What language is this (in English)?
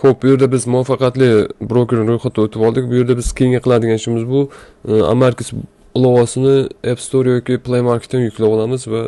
Uzbek